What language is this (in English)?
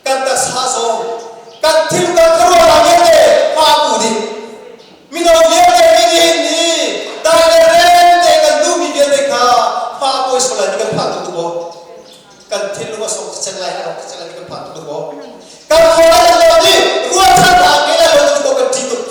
Hakha Chin